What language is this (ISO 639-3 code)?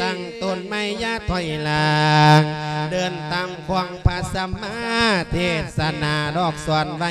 lao